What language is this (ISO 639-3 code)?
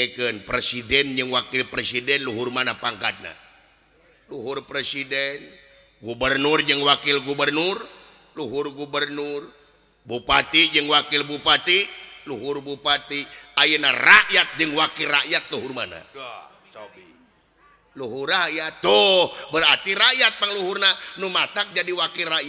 sun